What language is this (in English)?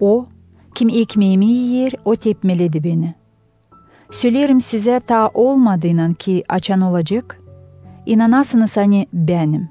Gagauz